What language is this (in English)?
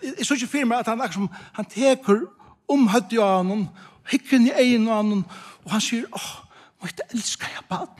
Faroese